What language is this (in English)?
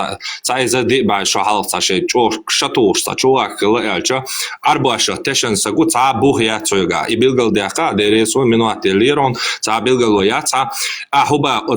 Chechen